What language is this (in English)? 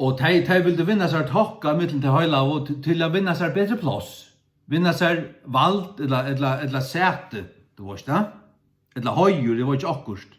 Faroese